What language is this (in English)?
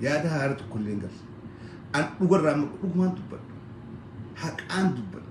Oromo